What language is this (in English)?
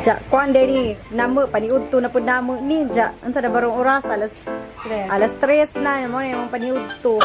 Cebuano